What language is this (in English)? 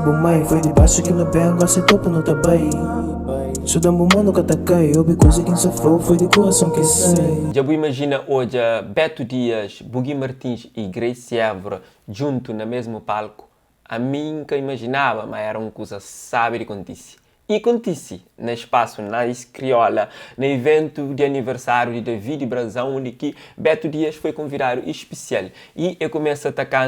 Kabuverdianu